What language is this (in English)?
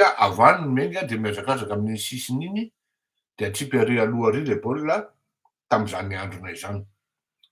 Malagasy